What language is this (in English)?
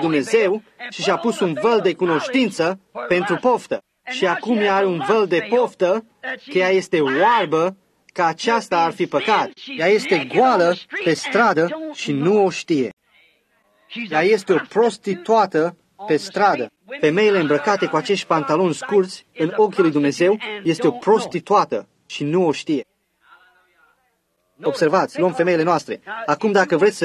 Romanian